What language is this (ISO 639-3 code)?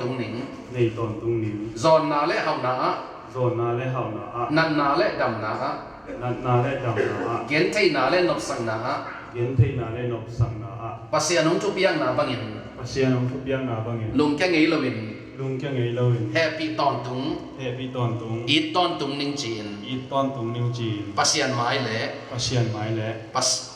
ctd